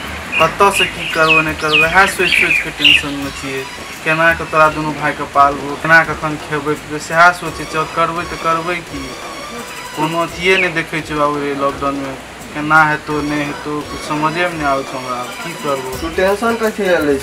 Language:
Maithili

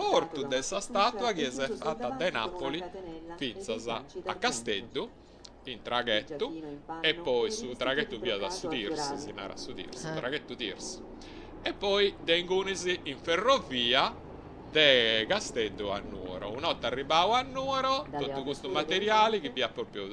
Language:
Sardinian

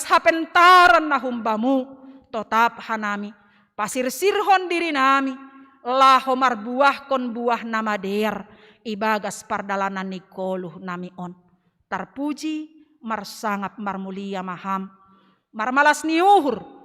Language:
Batak Simalungun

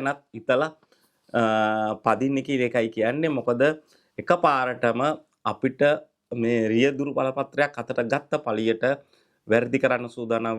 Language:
Sinhala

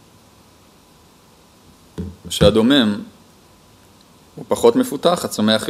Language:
Hebrew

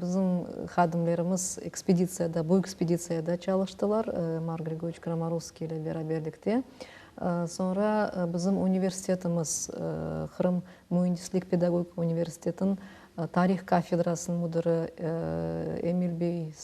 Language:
Crimean Tatar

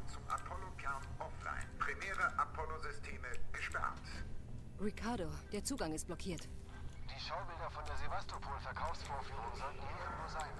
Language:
Bavarian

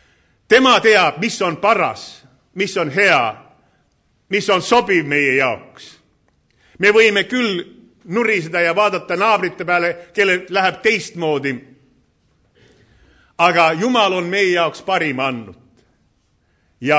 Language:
Estonian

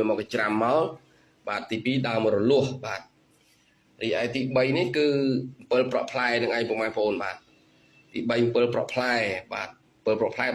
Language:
Khmer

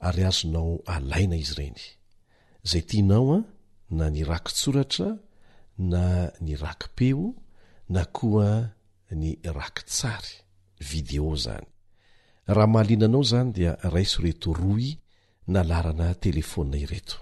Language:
Malagasy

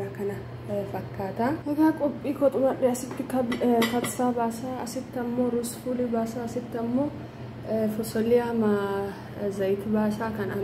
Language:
Oromo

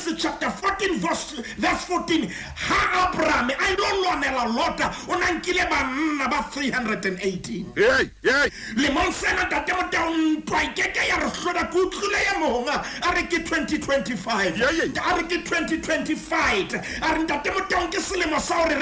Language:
Southern Sotho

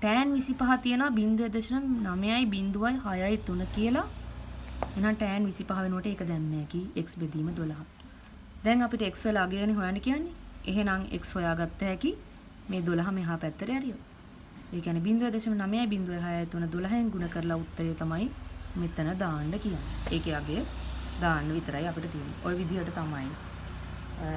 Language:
Sinhala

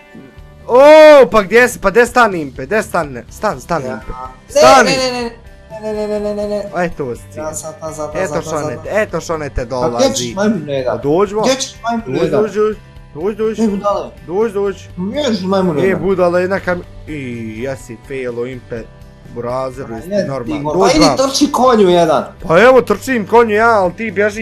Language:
Bosnian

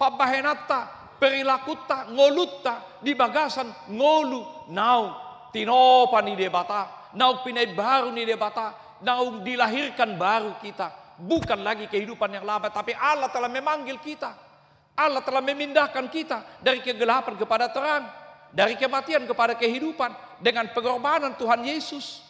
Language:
Batak Toba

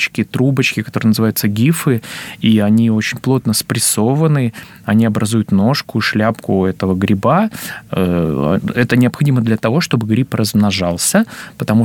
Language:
Russian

